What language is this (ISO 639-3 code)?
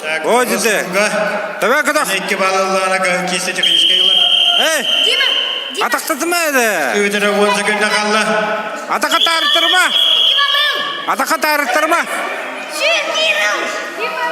sah